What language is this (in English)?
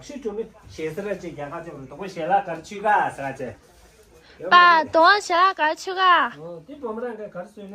Tibetan